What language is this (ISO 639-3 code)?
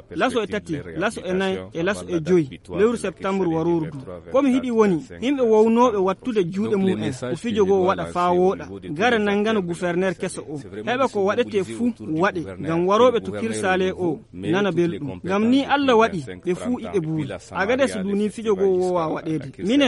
ful